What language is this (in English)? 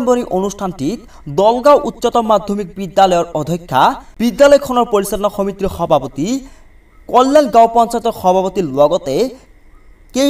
Assamese